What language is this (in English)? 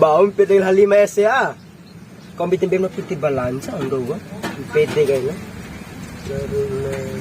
Bima